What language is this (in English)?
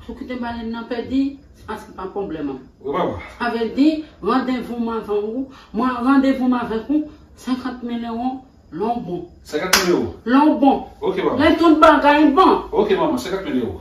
Haitian Creole